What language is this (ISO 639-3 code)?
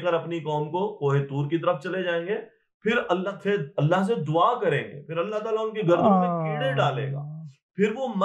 urd